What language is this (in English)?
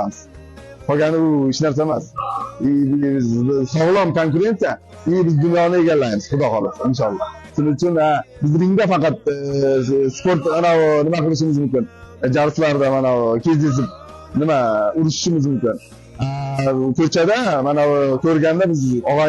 Uzbek